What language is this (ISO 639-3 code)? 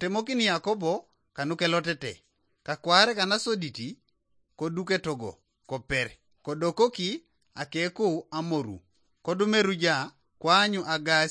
teo